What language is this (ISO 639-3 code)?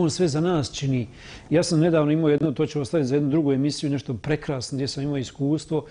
hrv